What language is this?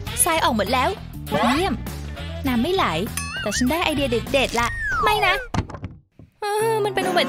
Thai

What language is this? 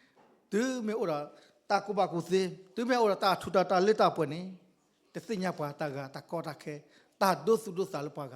S'gaw Karen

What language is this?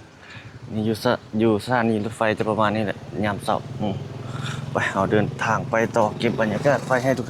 Lao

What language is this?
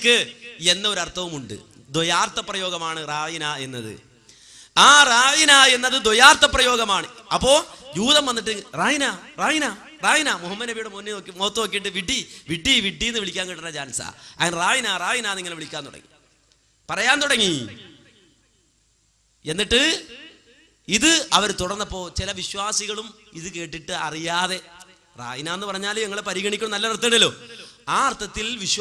Malayalam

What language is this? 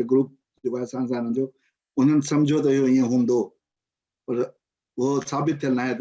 Sindhi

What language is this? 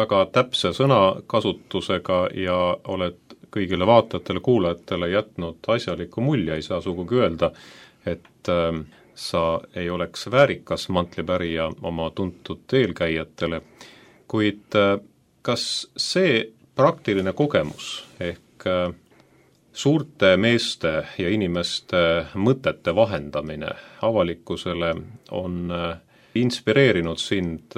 Estonian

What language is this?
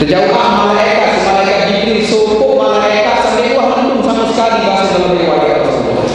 Sasak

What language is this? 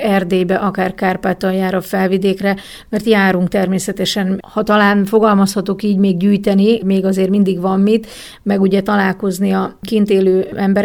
Hungarian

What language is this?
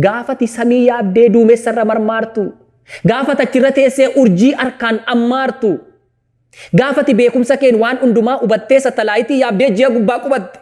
Oromo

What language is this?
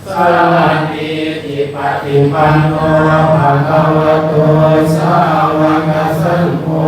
Pali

